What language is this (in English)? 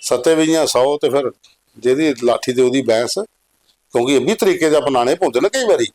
Dogri